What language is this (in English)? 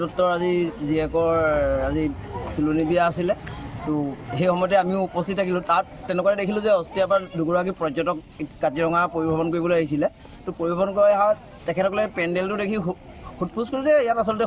Assamese